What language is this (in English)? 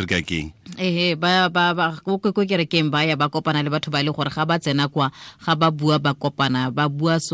Tswana